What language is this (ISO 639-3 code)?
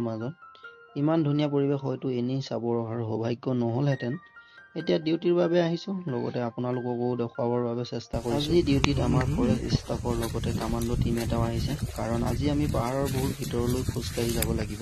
asm